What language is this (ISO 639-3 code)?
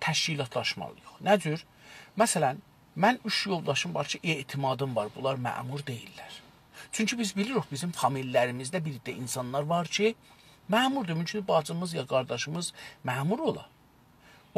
azb